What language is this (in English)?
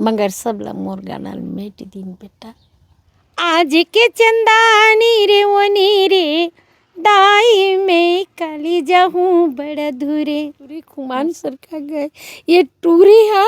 Chhattisgarhi